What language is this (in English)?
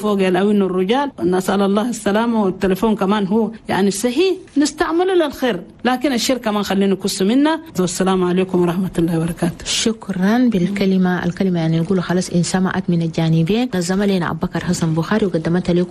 Chadian Arabic